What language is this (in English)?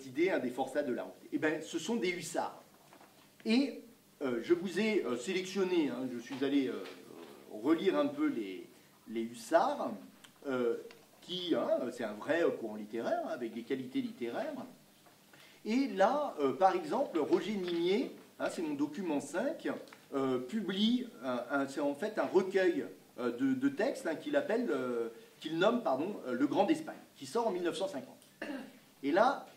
French